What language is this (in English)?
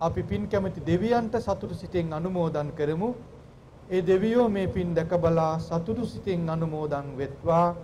Sinhala